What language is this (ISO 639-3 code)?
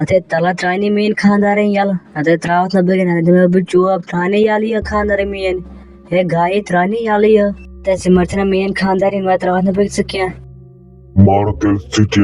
kas